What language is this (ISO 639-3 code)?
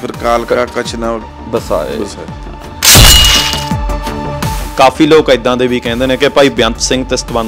pan